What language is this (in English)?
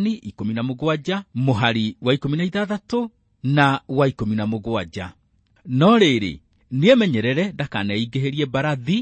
Kikuyu